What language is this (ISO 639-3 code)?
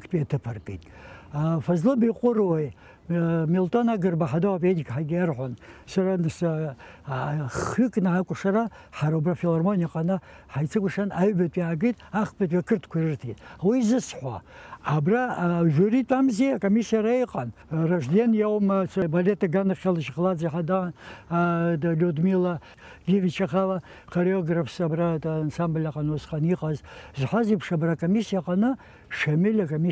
abk